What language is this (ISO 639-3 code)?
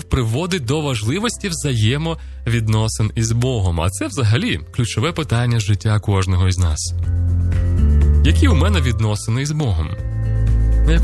ukr